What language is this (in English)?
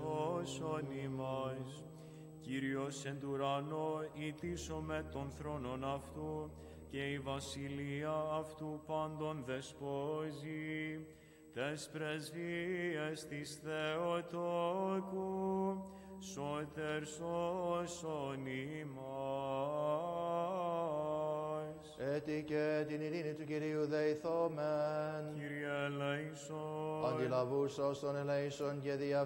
Greek